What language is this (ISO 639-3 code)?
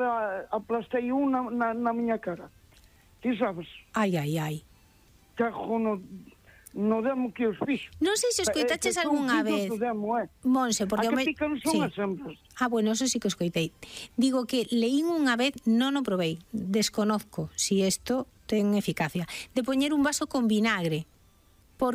glg